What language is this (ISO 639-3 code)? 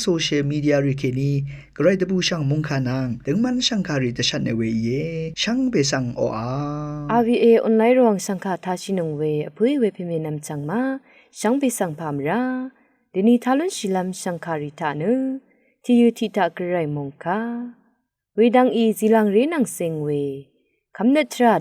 raw